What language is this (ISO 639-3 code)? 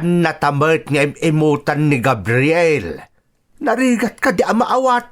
ilo